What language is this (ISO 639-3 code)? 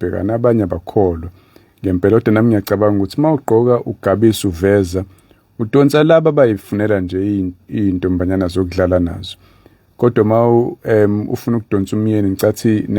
zul